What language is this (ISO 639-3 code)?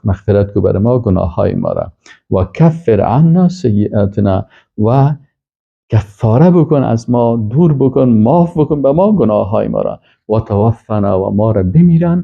fas